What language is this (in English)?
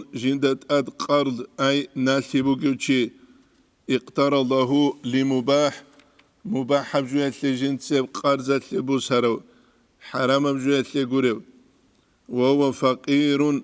Avaric